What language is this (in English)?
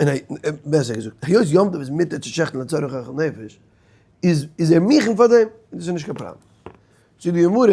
Yiddish